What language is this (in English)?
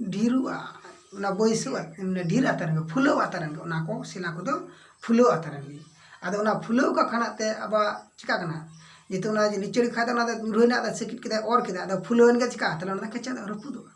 Santali